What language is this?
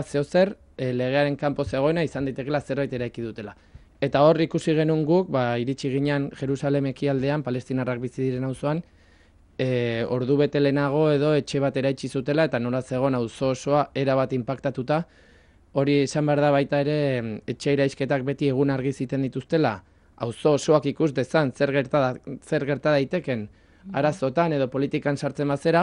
Basque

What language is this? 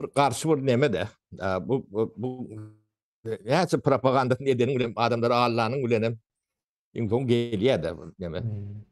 Turkmen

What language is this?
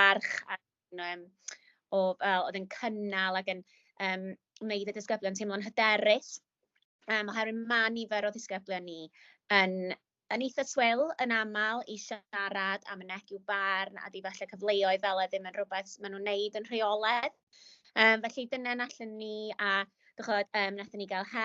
Welsh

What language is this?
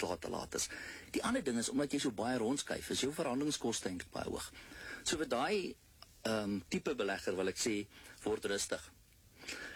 Afrikaans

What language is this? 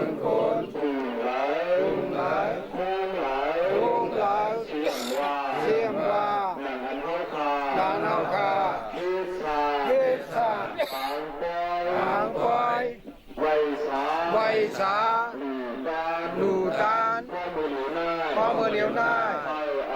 Shan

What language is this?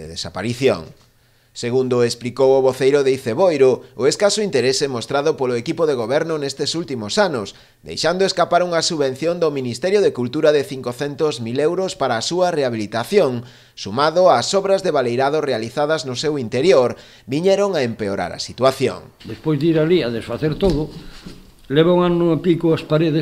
Galician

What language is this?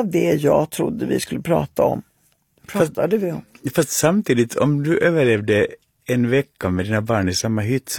Swedish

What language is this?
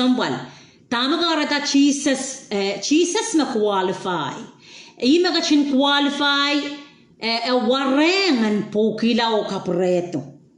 Pohnpeian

